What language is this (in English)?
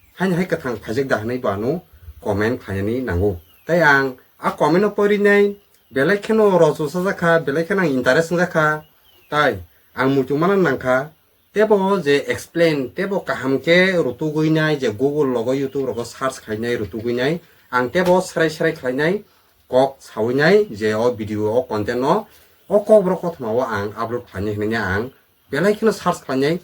Kok Borok